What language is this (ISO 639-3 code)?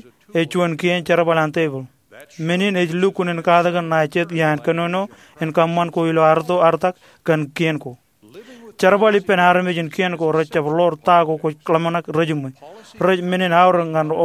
mah